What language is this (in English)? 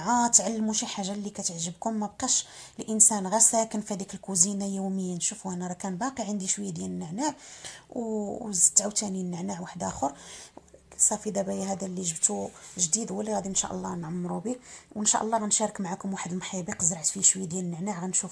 Moroccan Arabic